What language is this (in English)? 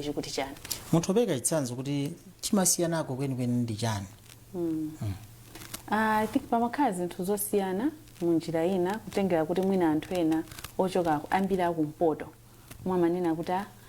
Nyanja